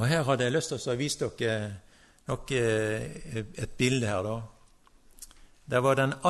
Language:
Norwegian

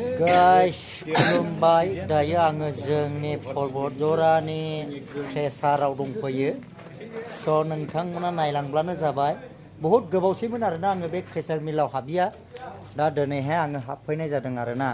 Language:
Bodo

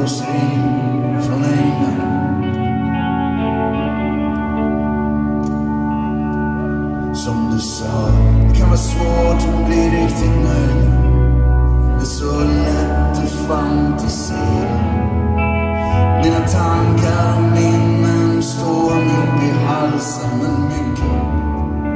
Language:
Swedish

